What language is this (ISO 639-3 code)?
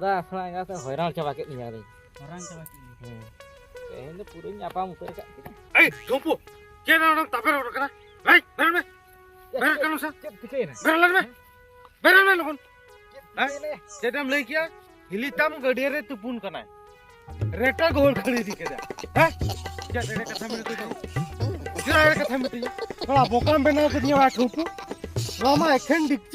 sat